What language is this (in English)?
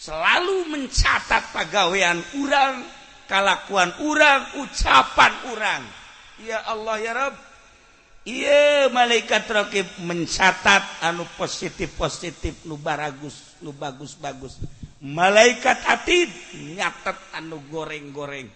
Sundanese